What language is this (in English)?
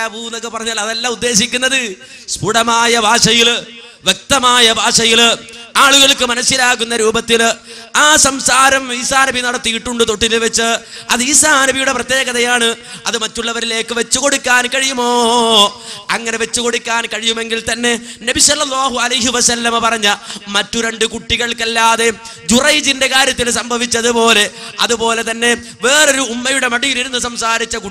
Malayalam